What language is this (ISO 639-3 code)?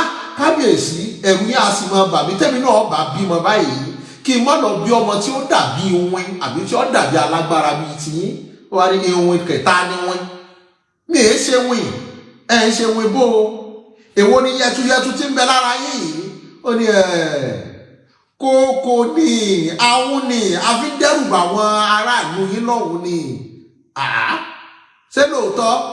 yor